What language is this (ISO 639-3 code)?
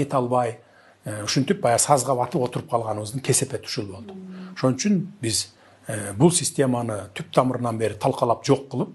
kir